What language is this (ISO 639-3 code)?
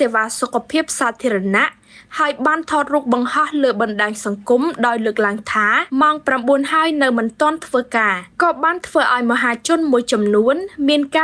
khm